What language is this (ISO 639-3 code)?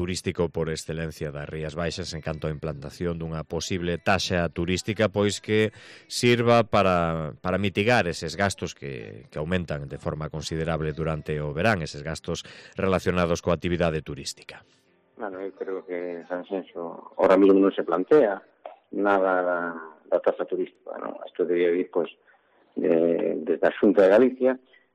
glg